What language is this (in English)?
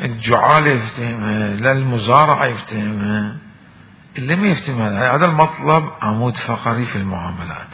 Mesopotamian Arabic